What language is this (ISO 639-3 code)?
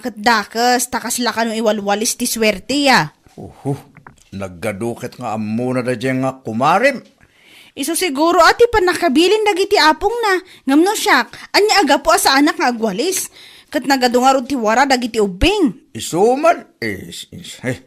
ilo